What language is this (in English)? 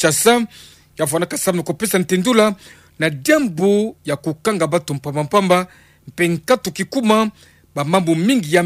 Kituba (Democratic Republic of Congo)